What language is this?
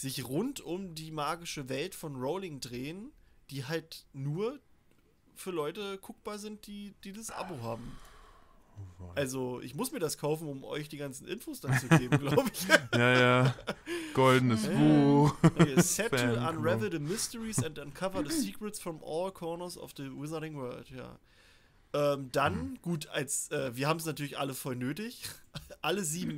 German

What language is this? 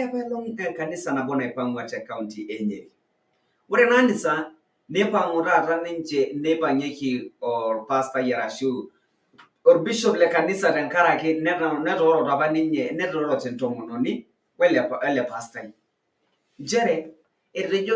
Masai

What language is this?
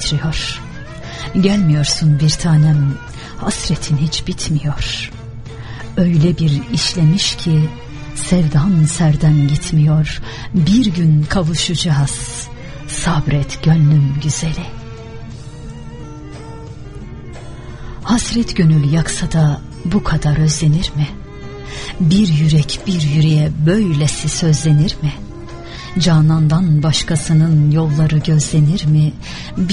Turkish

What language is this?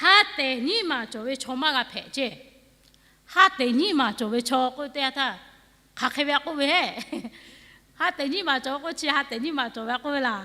Lahu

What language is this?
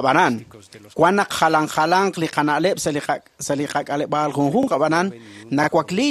Kekchí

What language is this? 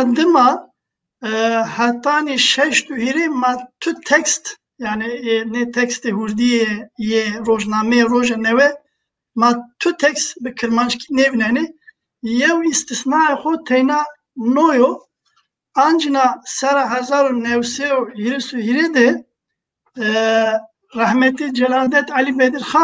Zaza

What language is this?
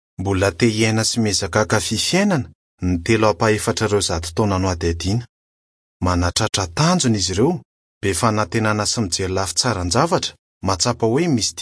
Malagasy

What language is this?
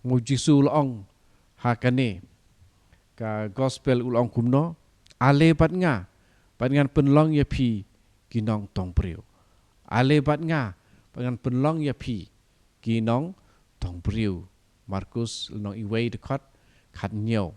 Khasi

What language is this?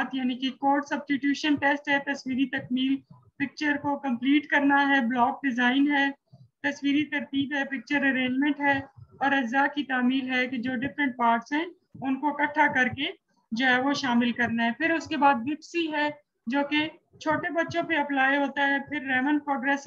Urdu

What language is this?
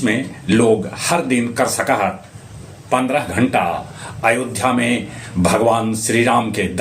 Magahi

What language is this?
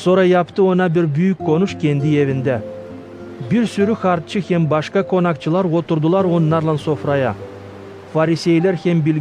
Gagauz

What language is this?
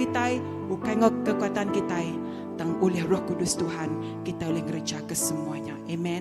Iban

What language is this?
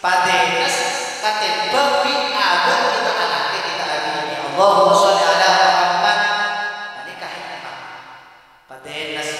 Madurese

